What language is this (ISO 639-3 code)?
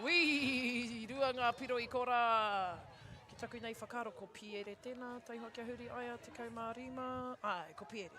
mri